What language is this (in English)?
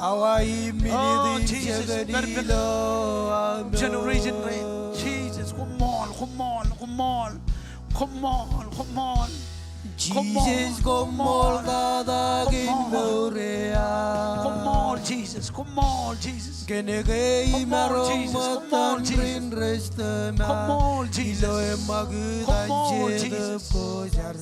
Marshallese